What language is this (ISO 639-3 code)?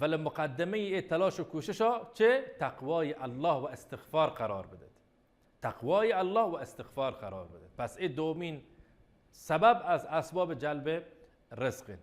bal